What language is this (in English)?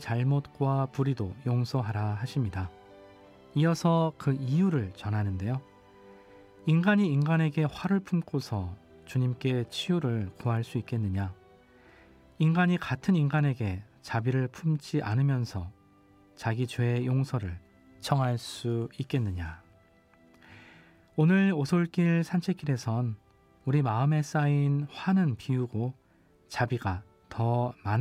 Korean